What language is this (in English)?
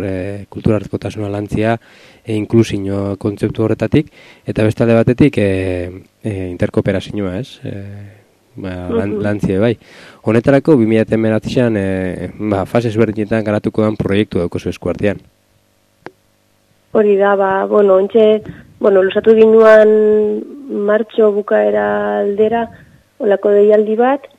Basque